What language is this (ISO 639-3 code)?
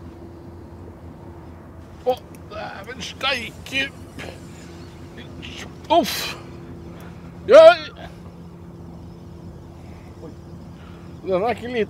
nor